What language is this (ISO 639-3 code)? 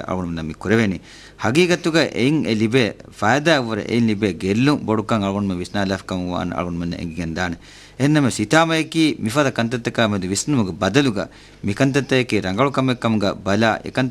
div